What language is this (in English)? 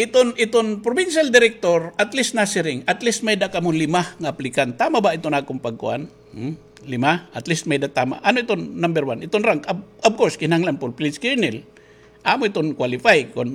Waray